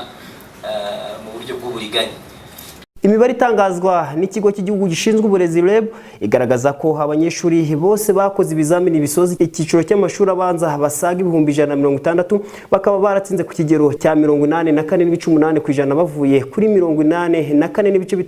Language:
Kinyarwanda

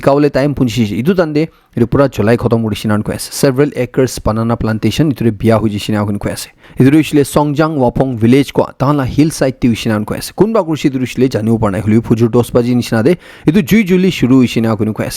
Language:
Naga Pidgin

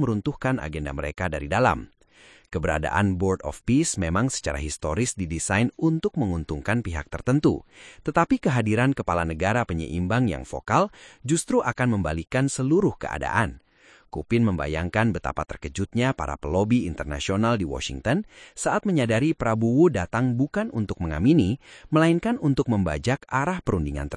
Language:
Indonesian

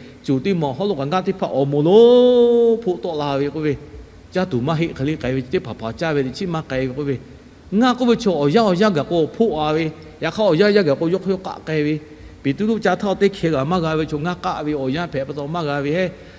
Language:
Lahu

